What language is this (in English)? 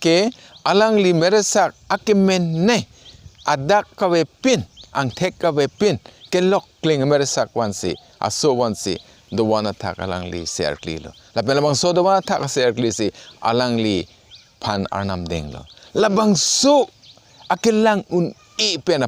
Karbi